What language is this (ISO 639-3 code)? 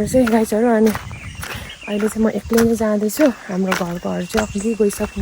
nep